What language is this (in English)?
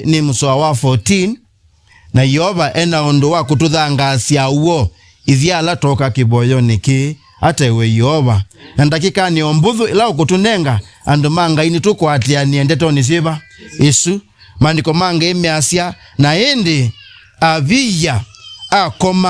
Kamba